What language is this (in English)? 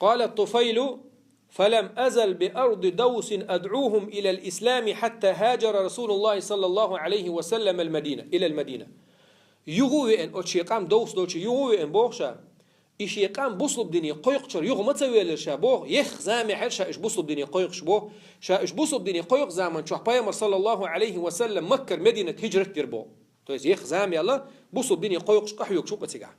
Chechen